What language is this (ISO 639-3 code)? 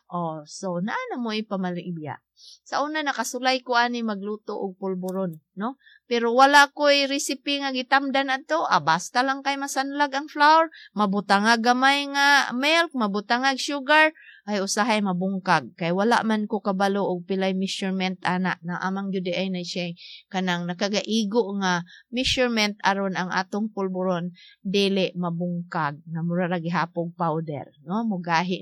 ceb